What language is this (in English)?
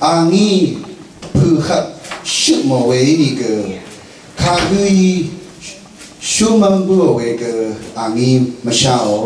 Rawang